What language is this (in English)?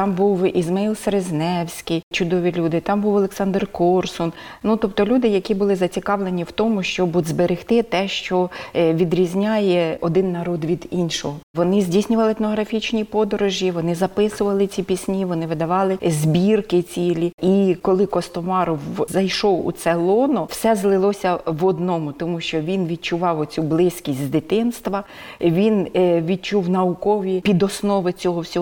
Ukrainian